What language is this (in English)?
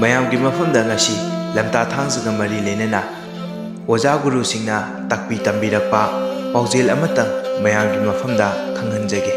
Manipuri